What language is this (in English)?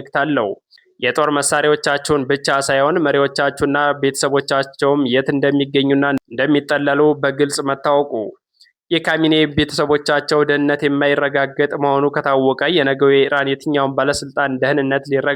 Amharic